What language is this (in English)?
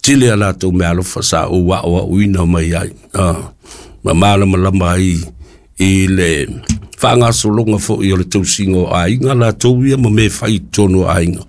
Samoan